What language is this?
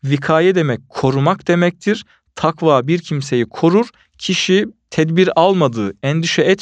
Turkish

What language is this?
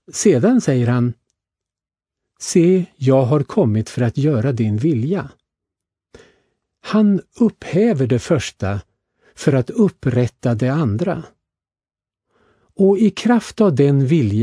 Swedish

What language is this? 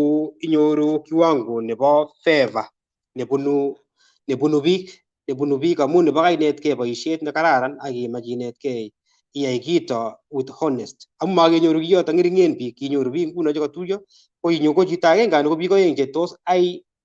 Kalenjin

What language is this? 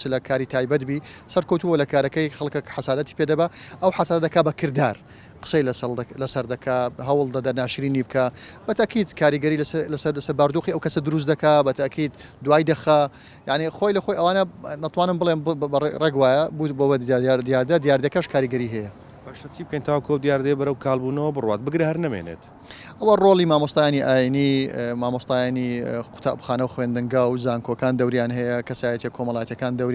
Central Kurdish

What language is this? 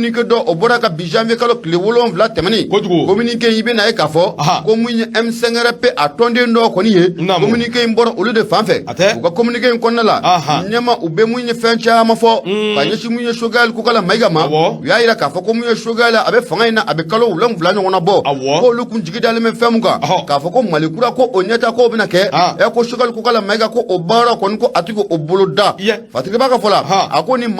Bambara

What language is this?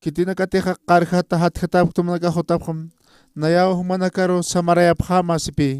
Aymara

